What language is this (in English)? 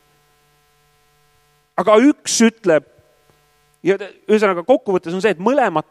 Estonian